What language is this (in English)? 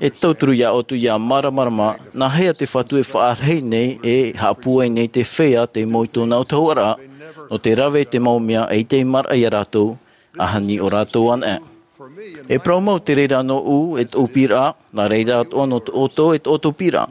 Tahitian